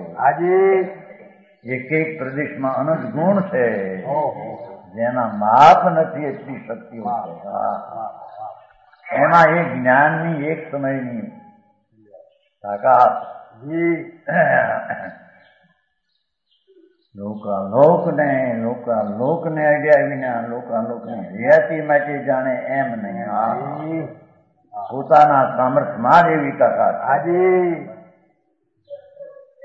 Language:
Gujarati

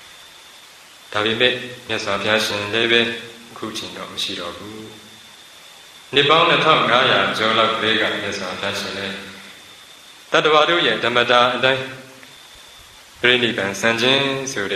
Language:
Burmese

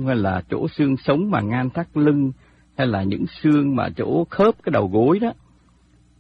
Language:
Vietnamese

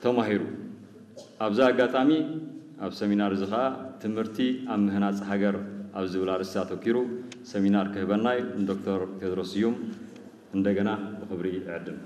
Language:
Tigrinya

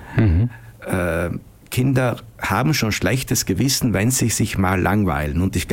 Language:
German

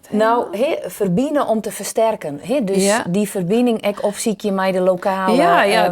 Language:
Western Frisian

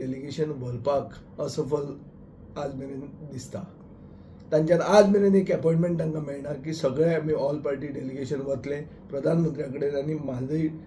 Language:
Konkani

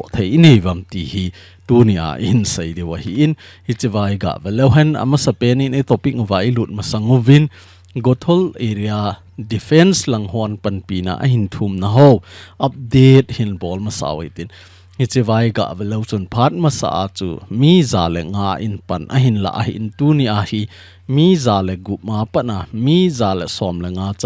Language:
Thado Chin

